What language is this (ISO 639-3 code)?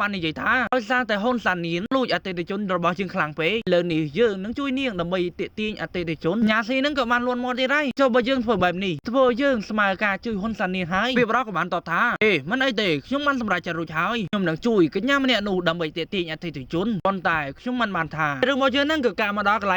khm